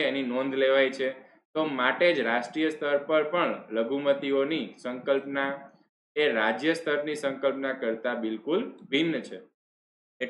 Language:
Gujarati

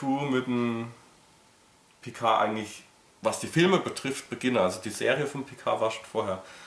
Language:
German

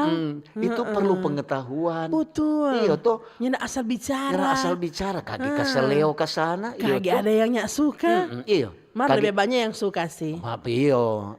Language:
Manado Malay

